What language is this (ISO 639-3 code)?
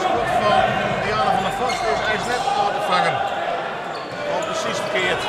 fry